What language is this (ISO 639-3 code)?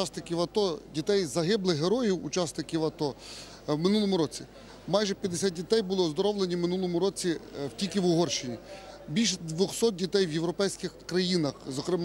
ukr